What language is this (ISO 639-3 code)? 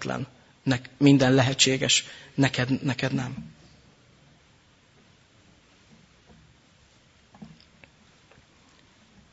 hun